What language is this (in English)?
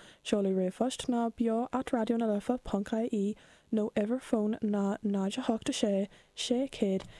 Irish